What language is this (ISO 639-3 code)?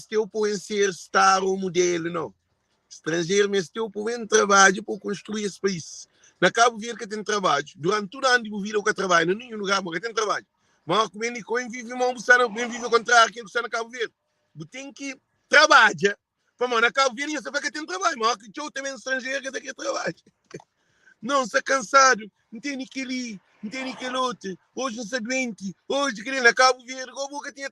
kea